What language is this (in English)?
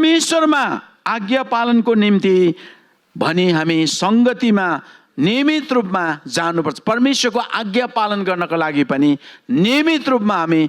Nepali